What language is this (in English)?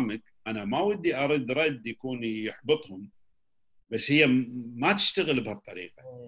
Gulf Arabic